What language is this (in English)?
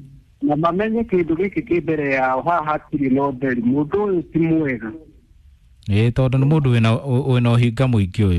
Kikuyu